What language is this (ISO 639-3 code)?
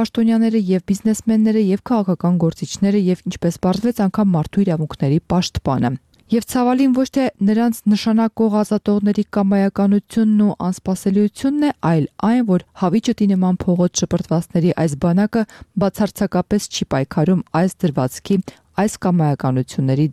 hye